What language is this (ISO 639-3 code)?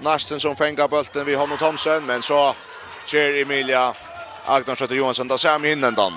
fao